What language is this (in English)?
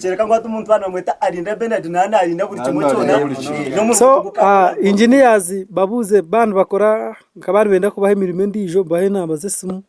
Nyankole